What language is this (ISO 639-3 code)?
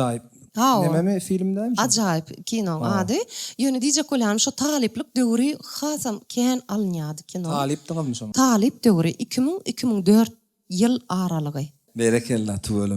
tuk